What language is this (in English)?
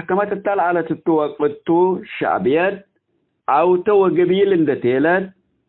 Tigre